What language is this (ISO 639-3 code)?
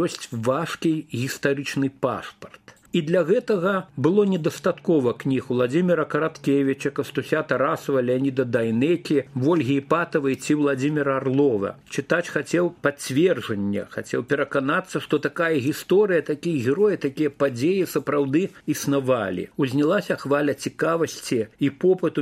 bel